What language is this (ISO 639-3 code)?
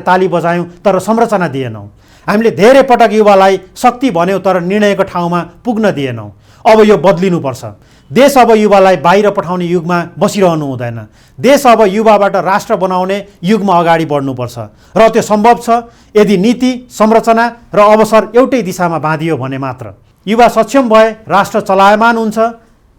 nep